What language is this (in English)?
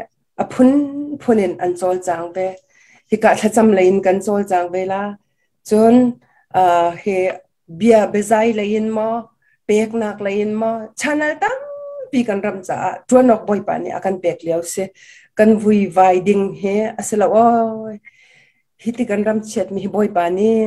Hakha Chin